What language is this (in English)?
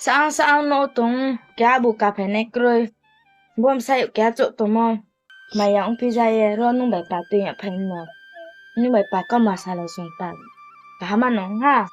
Riang (India)